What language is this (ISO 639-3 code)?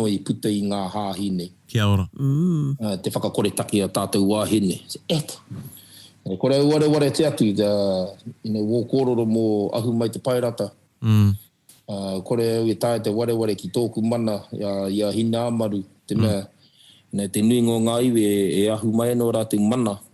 mri